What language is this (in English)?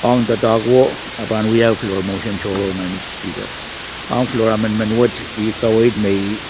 Pohnpeian